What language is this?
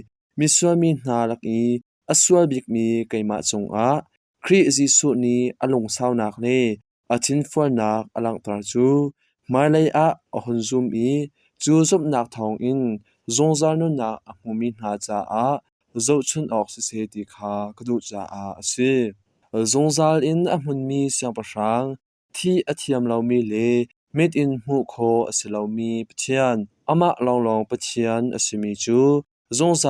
Hakha Chin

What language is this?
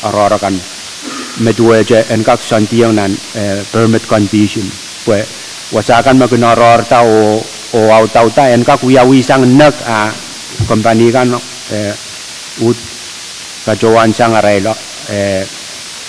Pohnpeian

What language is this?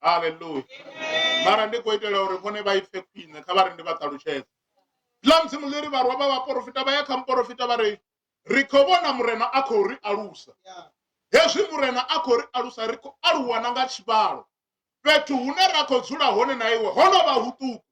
Venda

